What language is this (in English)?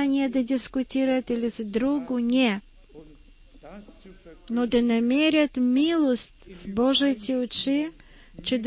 Bulgarian